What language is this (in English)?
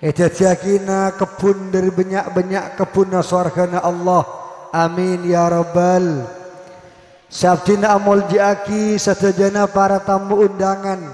Madurese